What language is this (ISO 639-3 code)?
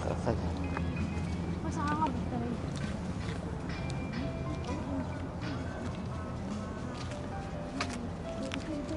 kaz